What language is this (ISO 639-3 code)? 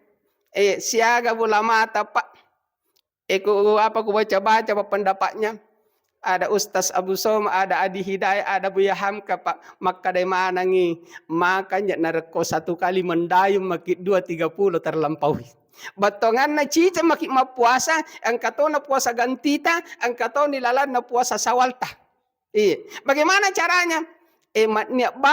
bug